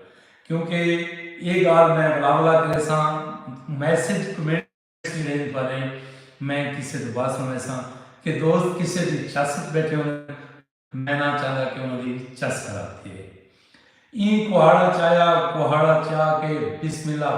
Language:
Saraiki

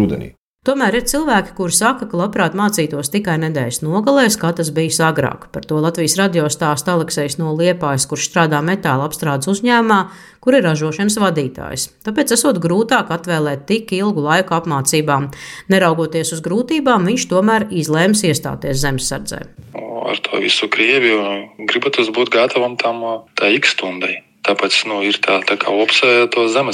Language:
Latvian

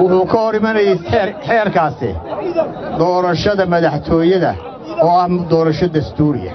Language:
Somali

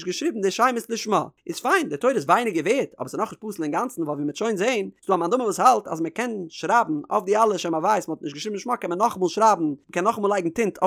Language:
Yiddish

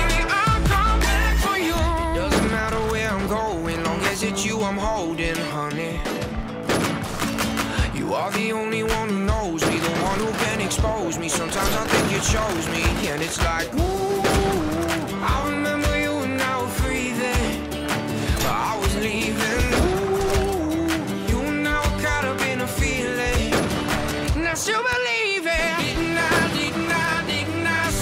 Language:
English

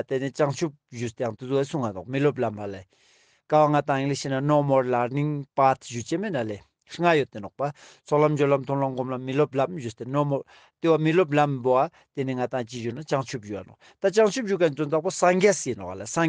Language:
Ladakhi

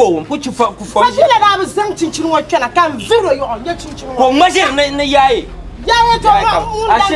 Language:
Dagbani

